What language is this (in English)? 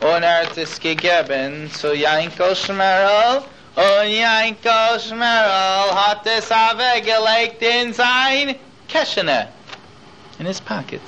Yiddish